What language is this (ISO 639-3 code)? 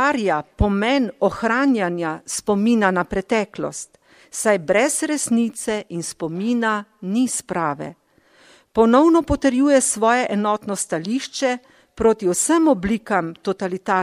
slv